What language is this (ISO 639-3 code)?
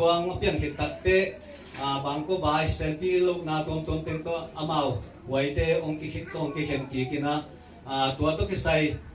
ctd